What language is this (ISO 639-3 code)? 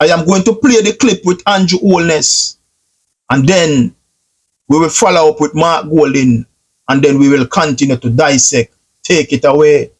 jam